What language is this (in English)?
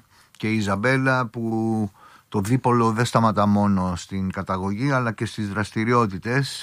Greek